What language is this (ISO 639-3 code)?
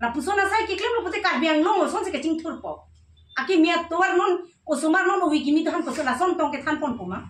mjw